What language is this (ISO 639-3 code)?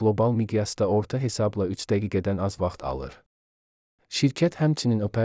aze